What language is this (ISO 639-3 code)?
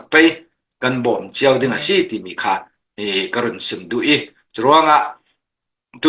cnh